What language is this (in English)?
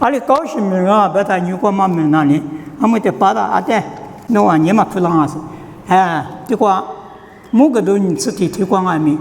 Lisu